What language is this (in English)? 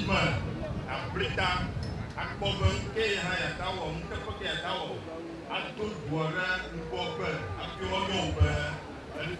Ewe